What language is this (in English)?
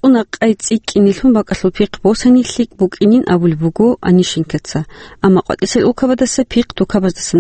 Avaric